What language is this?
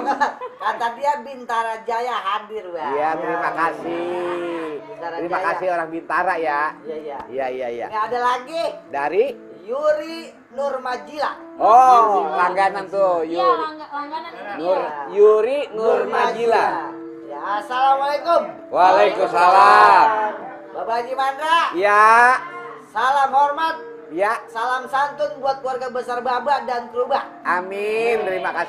Betawi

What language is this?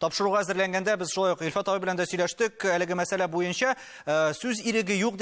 Tatar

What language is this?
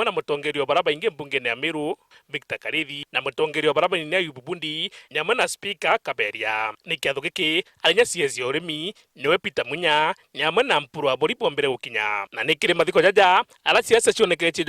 Meru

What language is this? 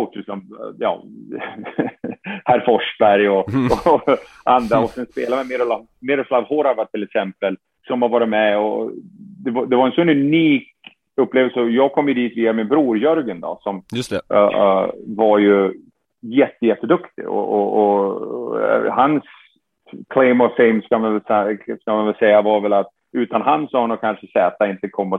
Swedish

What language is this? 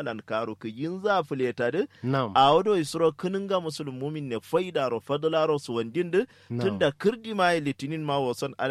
Kanuri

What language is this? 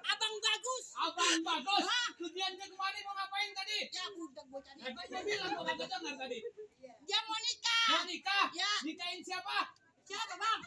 Betawi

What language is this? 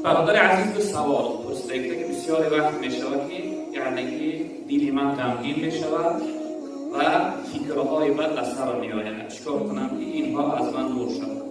Tajik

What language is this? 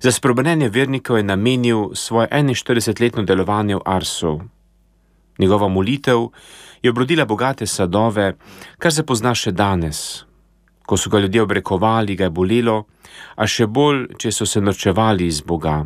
Slovenian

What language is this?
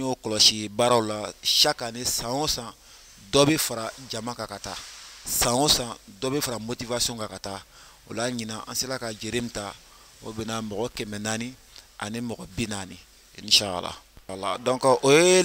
Bambara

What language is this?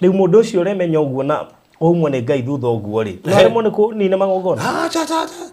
Kikuyu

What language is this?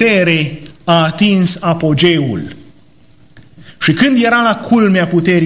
Romanian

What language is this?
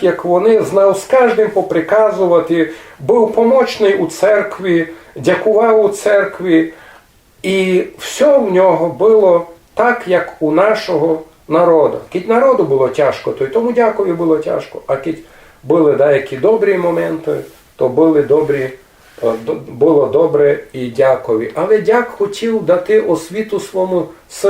Rusyn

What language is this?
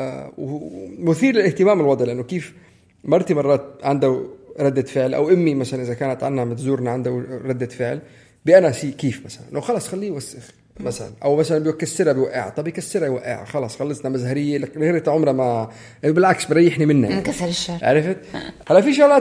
North Levantine Arabic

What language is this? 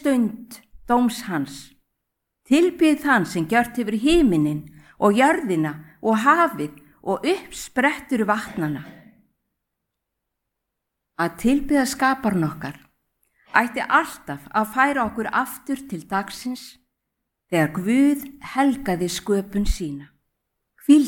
Icelandic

